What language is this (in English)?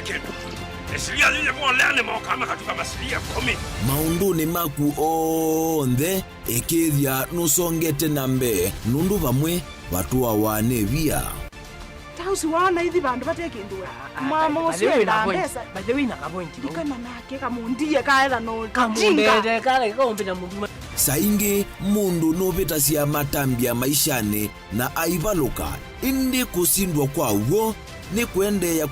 Kamba